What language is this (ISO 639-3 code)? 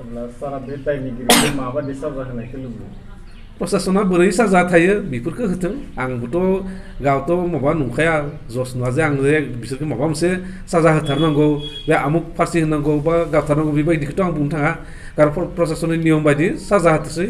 brx